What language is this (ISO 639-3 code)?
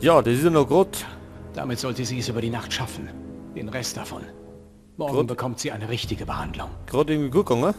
bar